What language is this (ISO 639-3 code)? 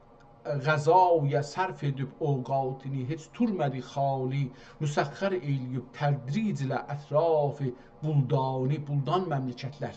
azb